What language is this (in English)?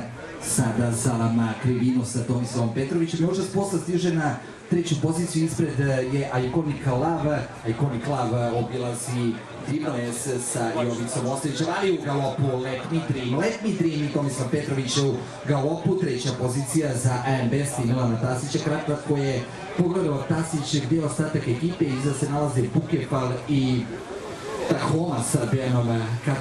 Serbian